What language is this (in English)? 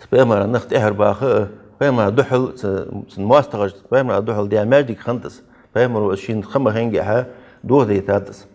Ingush